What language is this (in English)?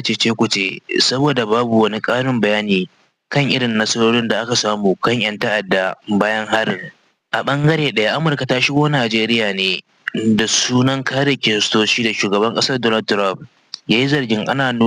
Hausa